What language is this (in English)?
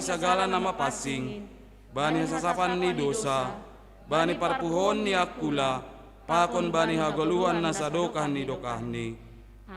Batak Simalungun